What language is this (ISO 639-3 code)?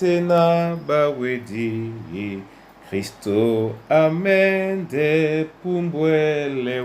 dua